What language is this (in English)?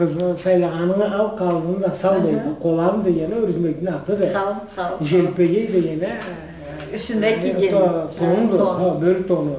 Karachay-Balkar